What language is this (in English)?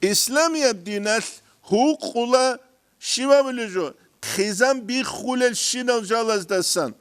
Avaric